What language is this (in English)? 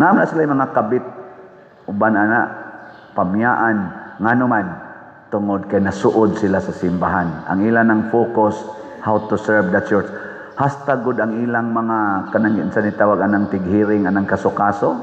Cebuano